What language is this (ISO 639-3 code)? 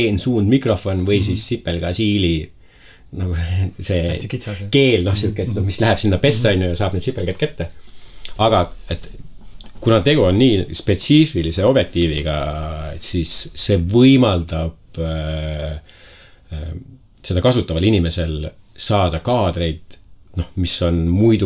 est